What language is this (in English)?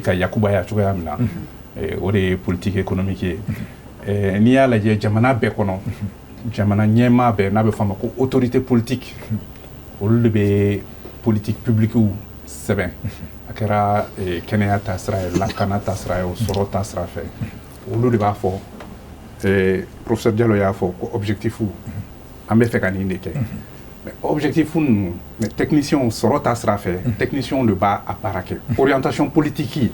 Bambara